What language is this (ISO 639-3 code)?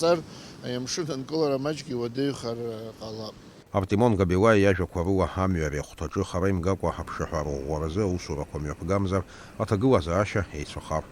abk